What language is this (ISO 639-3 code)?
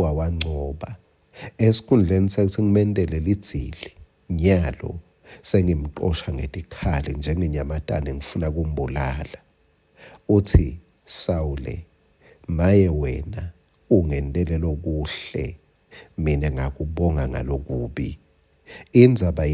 ssw